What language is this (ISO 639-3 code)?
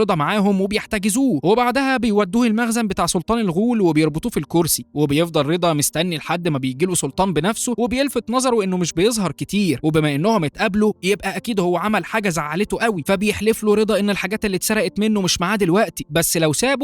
arz